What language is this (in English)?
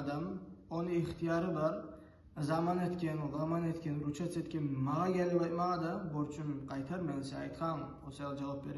Kumyk